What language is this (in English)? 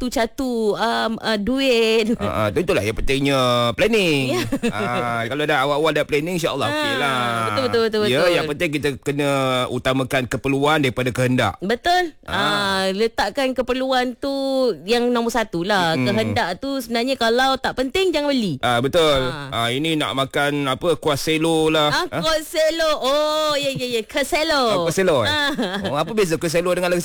Malay